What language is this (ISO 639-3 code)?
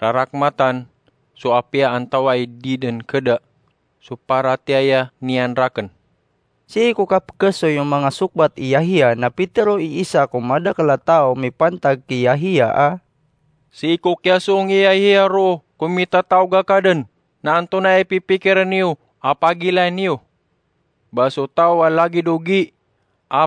mrw